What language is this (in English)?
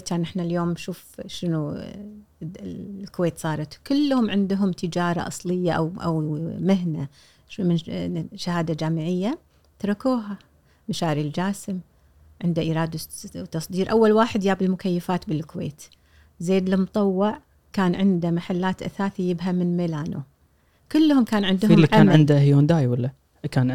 Gulf Arabic